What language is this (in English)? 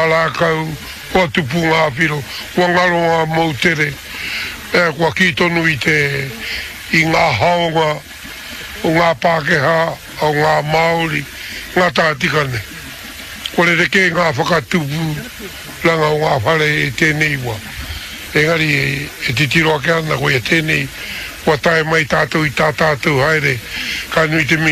Māori